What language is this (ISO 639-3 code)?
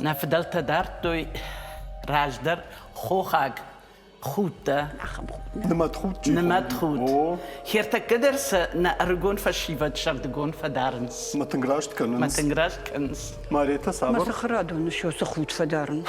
oss